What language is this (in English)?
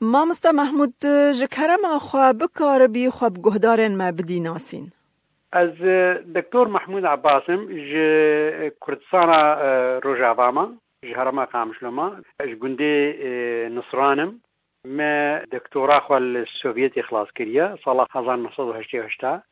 Kurdish